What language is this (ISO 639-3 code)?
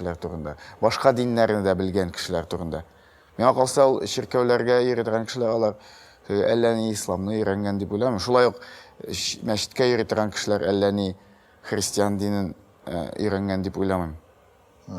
tat